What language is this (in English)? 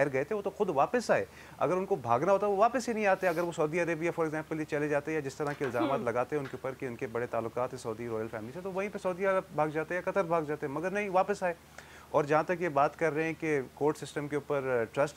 Urdu